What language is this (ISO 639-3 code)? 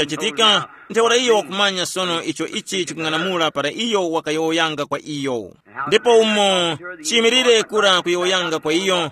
tum